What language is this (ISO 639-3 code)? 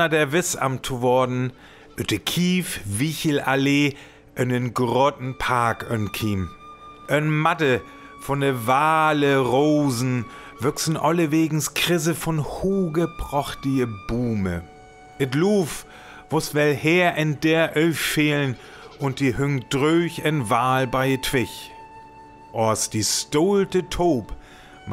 frr